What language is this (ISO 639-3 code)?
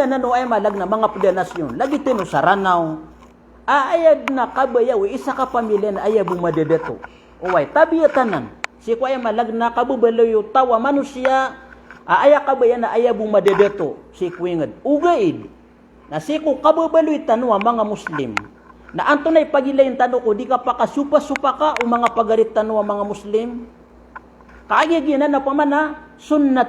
mrw